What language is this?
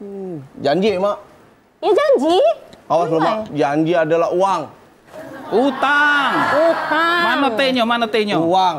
Musi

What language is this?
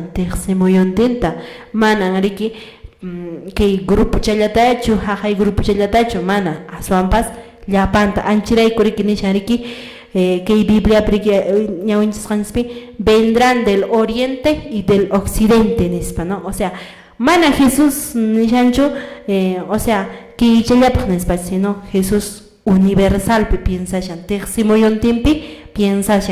Quechua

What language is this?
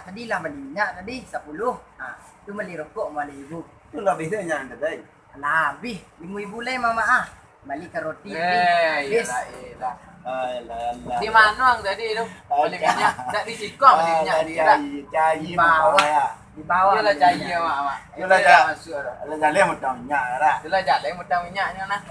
Minangkabau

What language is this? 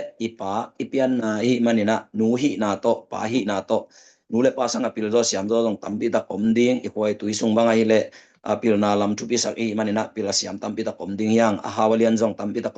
Tedim Chin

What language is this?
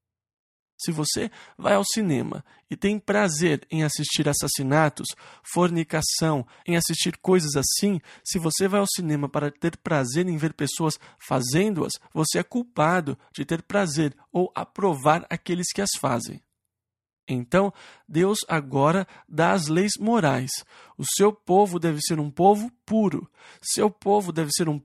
Portuguese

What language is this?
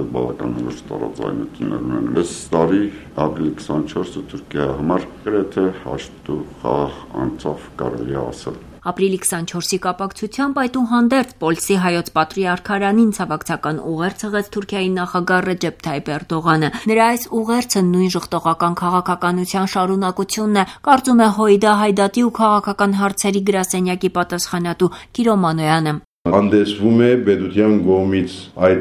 Armenian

